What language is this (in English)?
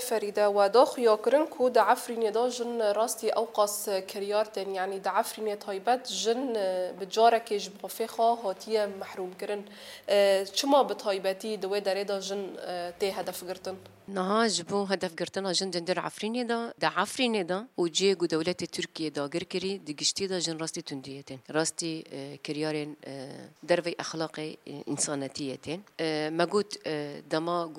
Kurdish